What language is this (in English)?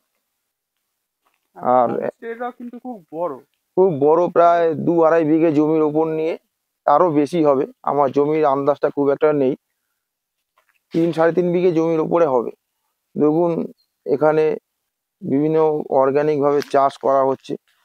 Bangla